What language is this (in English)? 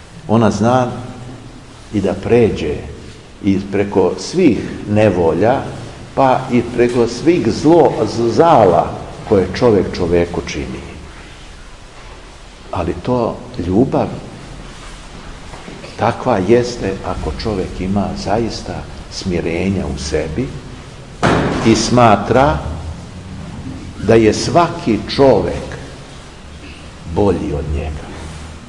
Serbian